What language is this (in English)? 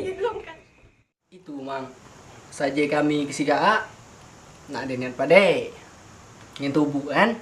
Musi